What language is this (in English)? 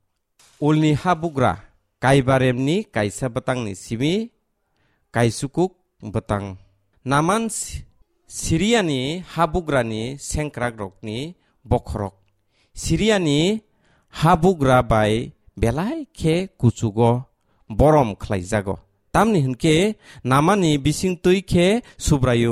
Kok Borok